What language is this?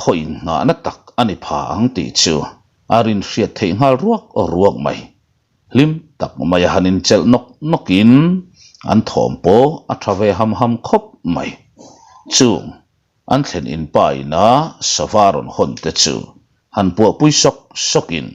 Mizo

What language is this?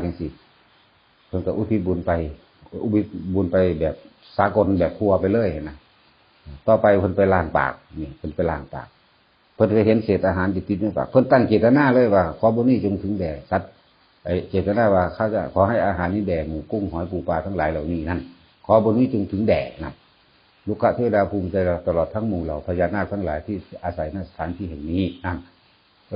Northeastern Thai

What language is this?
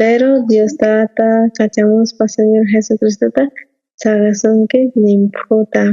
South Bolivian Quechua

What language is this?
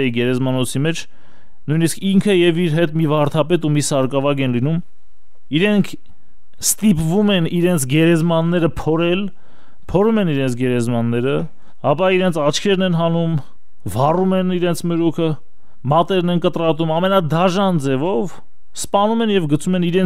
Armenian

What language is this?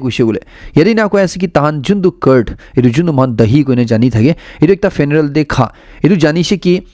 Naga Pidgin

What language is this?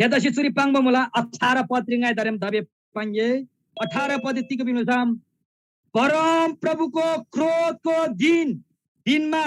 Eastern Tamang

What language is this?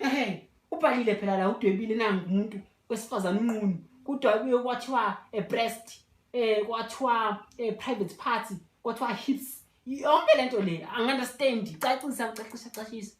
Zulu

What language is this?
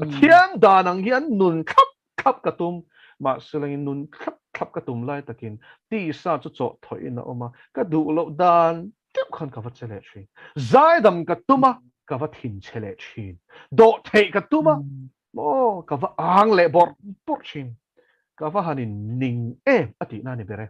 Mizo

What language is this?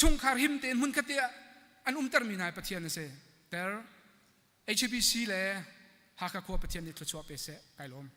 Hakha Chin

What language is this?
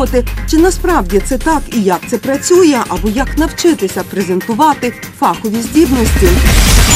Ukrainian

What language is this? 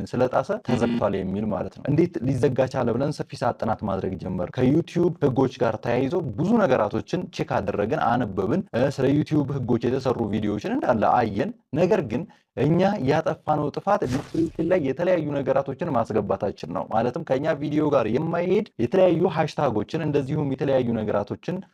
Amharic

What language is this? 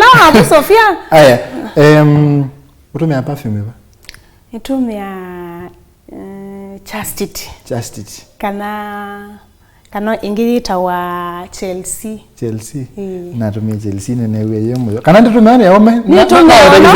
Kamba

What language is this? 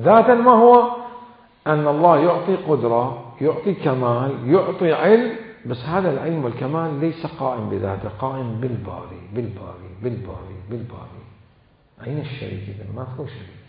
Mesopotamian Arabic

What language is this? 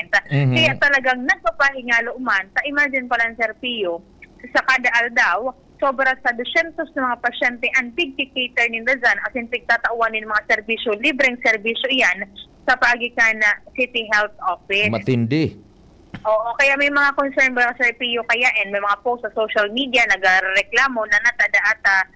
Bikol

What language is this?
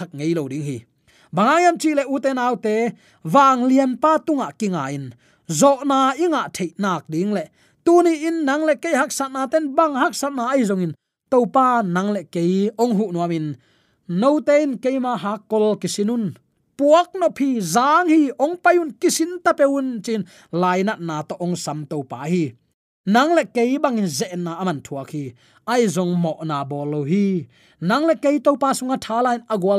Tedim Chin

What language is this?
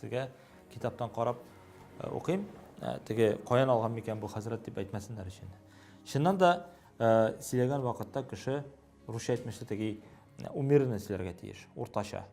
Tatar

